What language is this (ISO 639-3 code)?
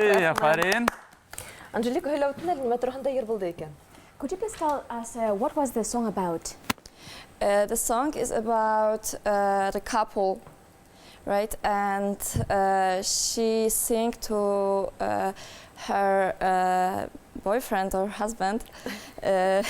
bak